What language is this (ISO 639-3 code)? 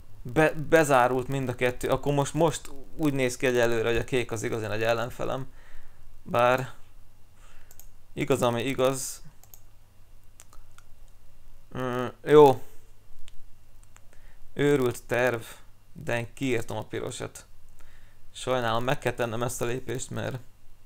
hun